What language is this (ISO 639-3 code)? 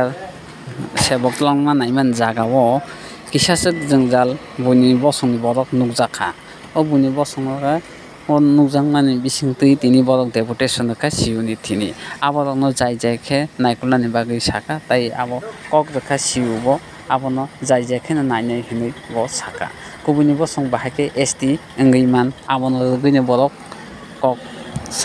trp